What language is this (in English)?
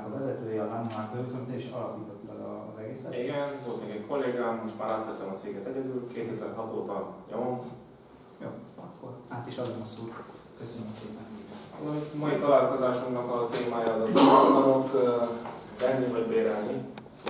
Hungarian